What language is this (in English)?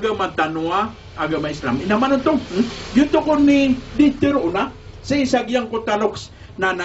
Maranao